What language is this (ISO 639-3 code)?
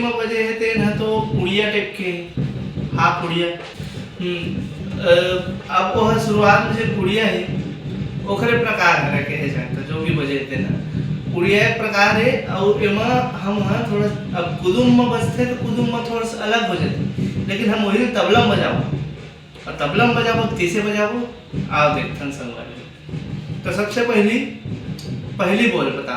hne